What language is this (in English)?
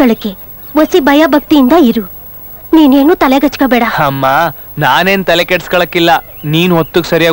Kannada